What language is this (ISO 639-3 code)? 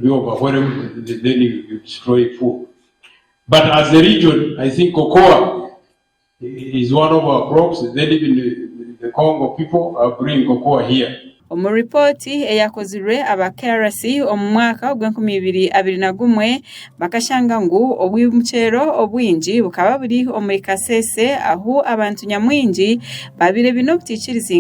nyn